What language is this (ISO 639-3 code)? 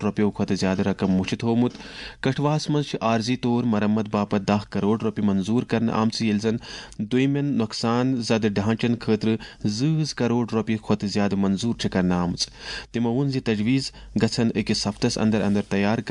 kas